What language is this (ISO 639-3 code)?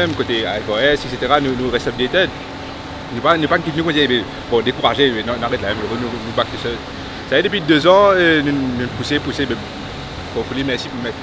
mfe